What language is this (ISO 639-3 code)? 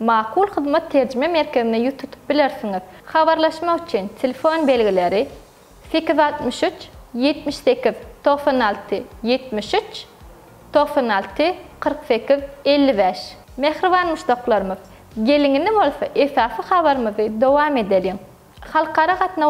tuk